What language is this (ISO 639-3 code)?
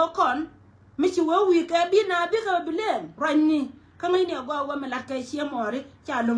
nus